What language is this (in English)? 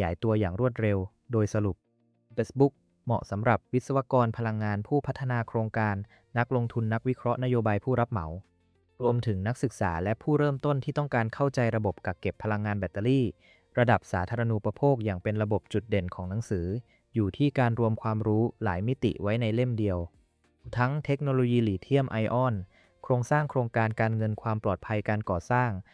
Thai